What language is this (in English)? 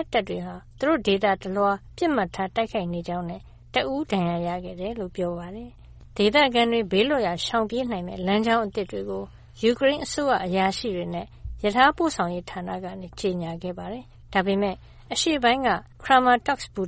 Burmese